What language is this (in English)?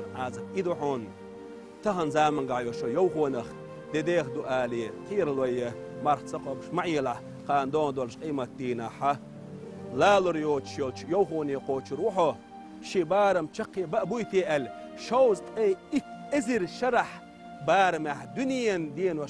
Chechen